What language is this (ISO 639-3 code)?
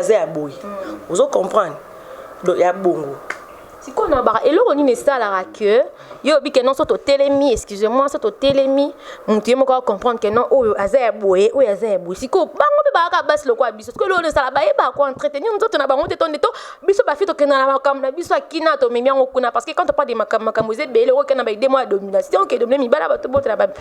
lin